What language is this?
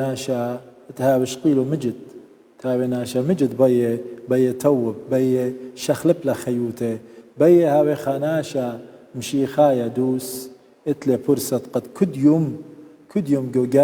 Assyrian Neo-Aramaic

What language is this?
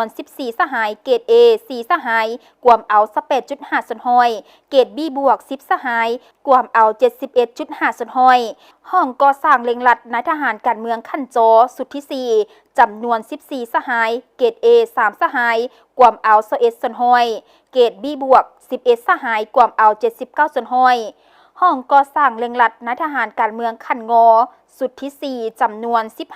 Lao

